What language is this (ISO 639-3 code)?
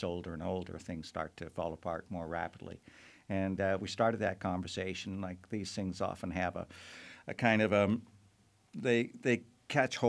eng